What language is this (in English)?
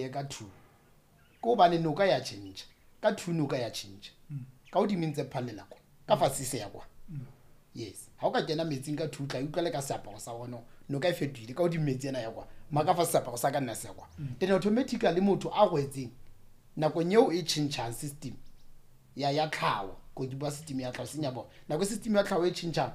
Southern Sotho